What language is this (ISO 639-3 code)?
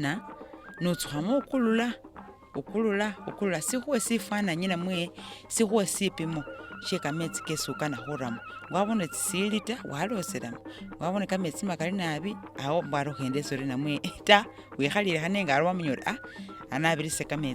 myx